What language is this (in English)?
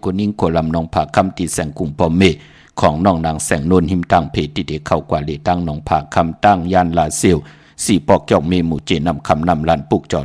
Shan